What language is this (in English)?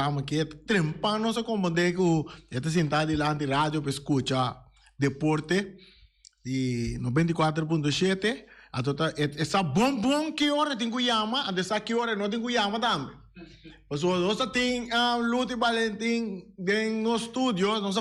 Papiamento